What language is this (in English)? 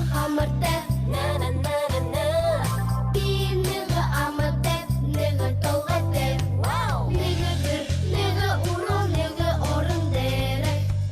Buriat